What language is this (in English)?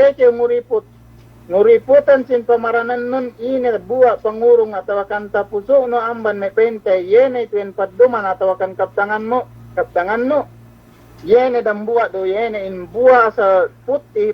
Yakan